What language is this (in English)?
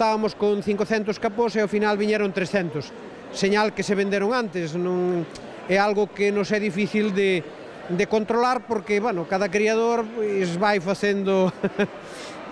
Galician